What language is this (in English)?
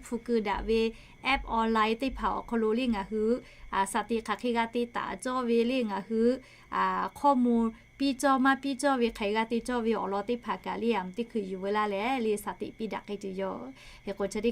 Lahu